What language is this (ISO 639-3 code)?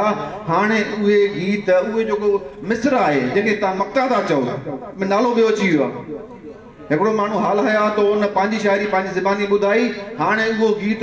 snd